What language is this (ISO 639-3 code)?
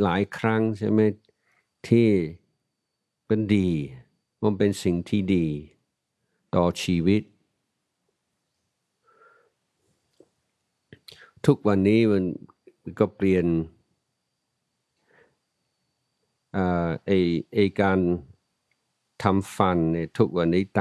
tha